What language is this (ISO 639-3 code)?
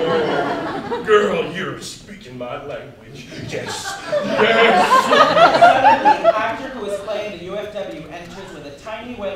eng